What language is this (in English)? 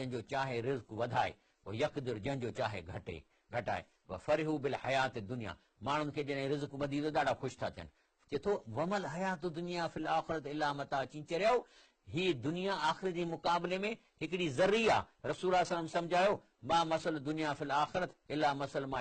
Sindhi